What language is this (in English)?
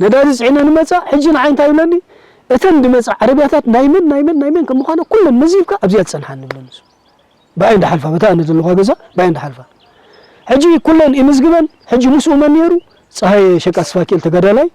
Tigrinya